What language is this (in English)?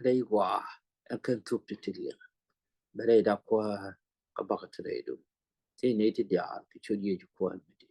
Nuer